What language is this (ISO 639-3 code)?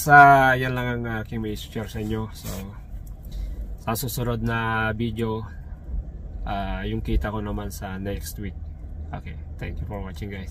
fil